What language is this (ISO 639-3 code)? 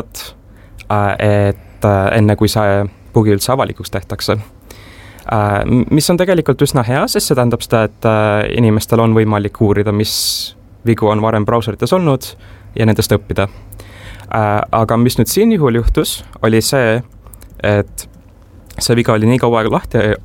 est